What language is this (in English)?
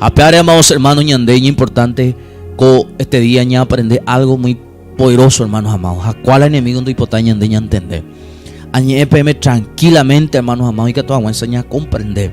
Guarani